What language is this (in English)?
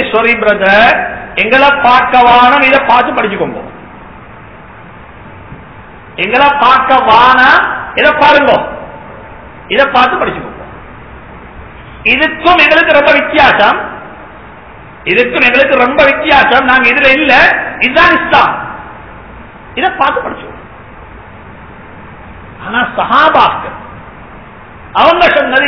Tamil